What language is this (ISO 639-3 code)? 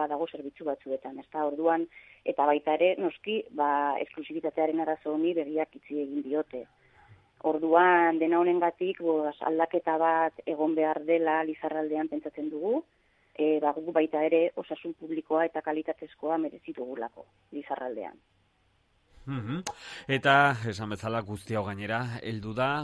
eus